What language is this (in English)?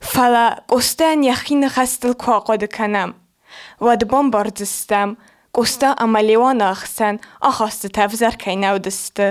Ossetic